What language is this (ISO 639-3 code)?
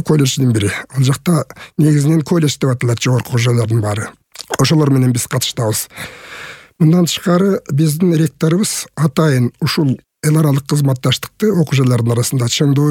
kir